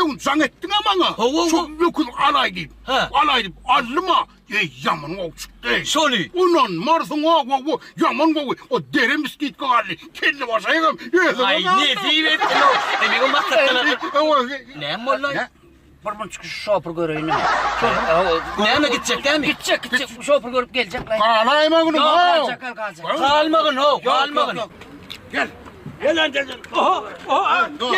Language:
Turkmen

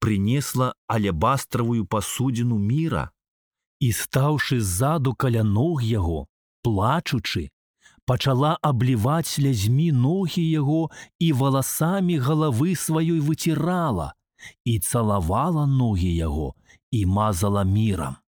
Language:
Belarusian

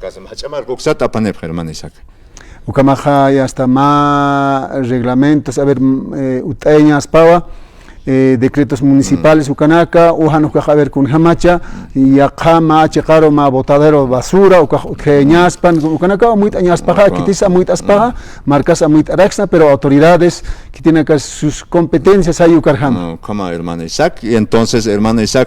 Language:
Aymara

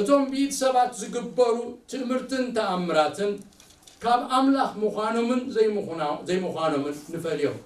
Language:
Tigrinya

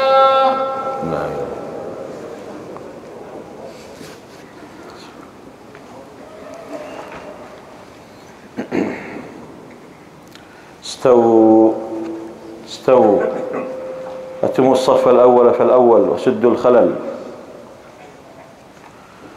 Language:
Arabic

